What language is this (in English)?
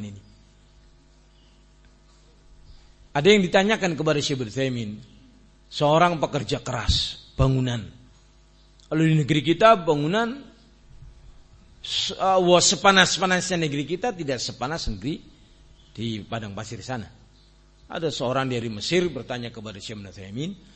Indonesian